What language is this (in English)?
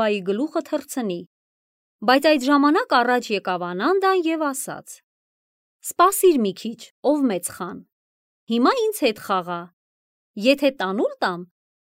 Armenian